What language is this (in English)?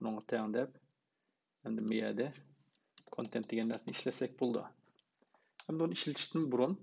Uyghur